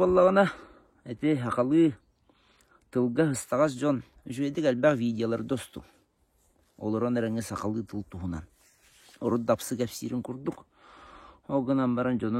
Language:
Yakut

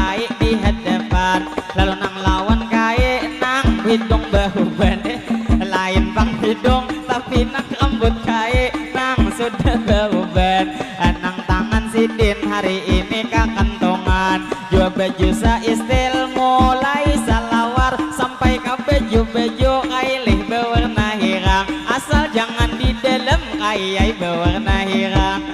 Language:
Banjar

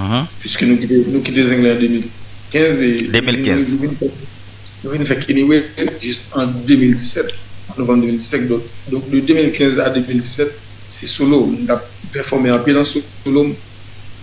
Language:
Haitian Creole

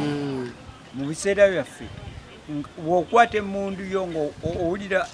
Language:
Ganda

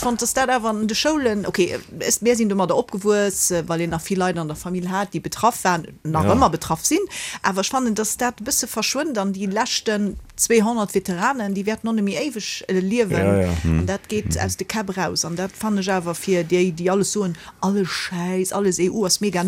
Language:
Luxembourgish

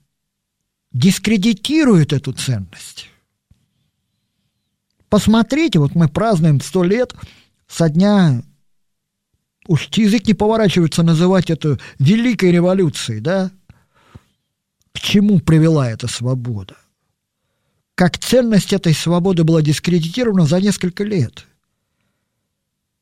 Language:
Russian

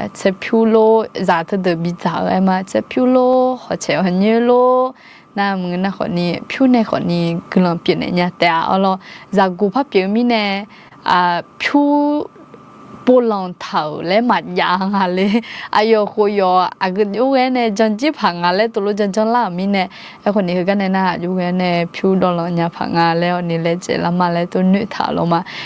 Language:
Akha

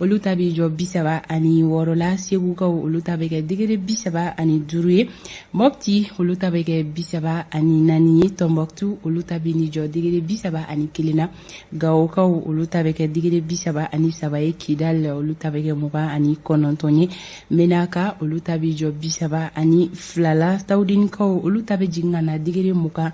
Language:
Bambara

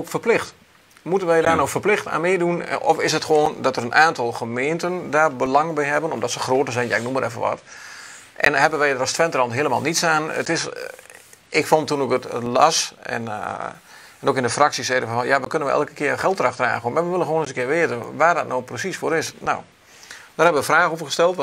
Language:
Dutch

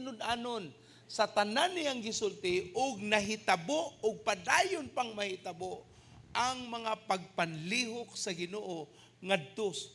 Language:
Cebuano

